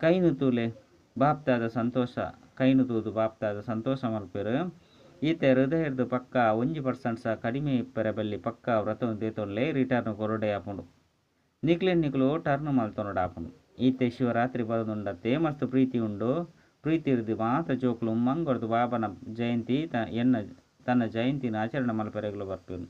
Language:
Tulu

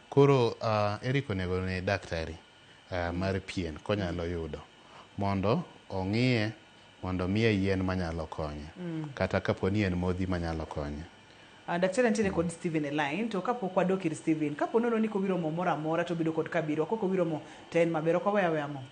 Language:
Luo (Kenya and Tanzania)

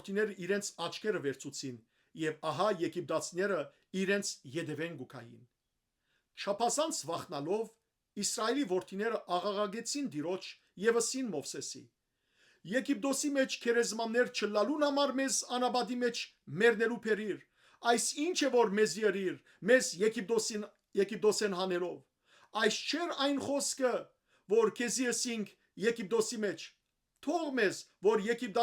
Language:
Western Armenian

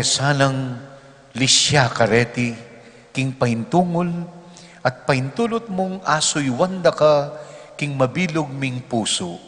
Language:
Pampanga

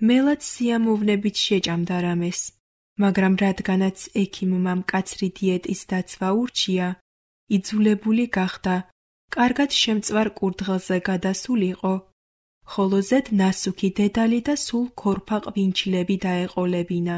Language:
Georgian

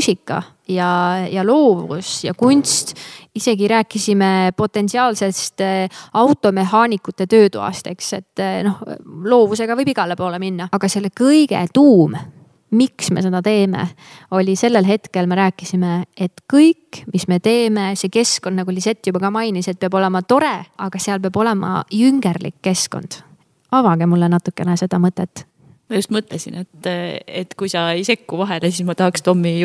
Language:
Estonian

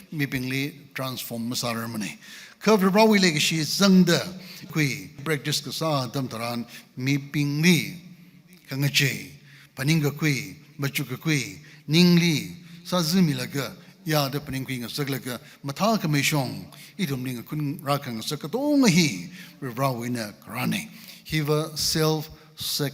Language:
Tangkhul Naga (India)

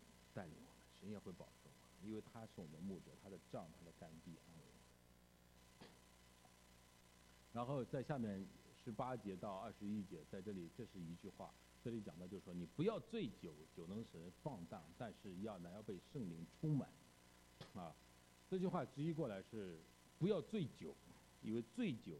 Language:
Chinese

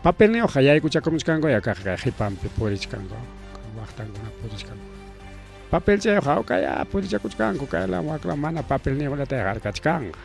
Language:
Ayacucho Quechua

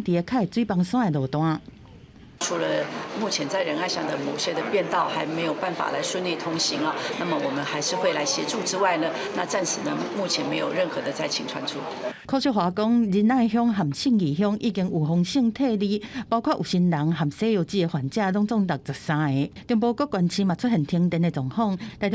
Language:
Min Nan Chinese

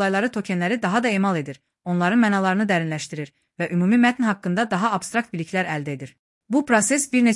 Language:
Azerbaijani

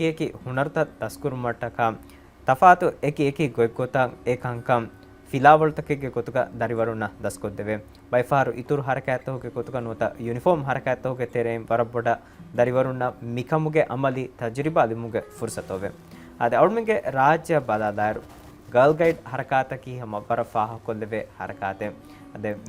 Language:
Divehi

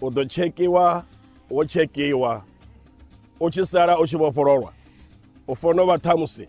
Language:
Venda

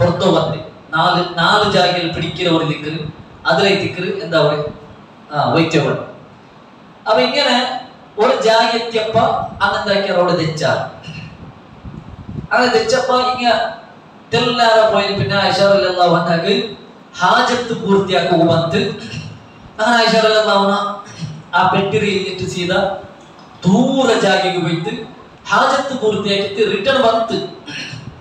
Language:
Malayalam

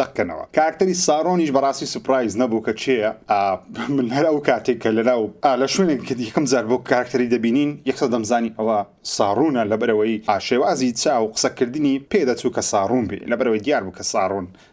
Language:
Central Kurdish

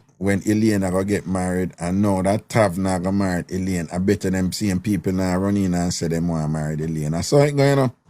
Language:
Jamaican Creole English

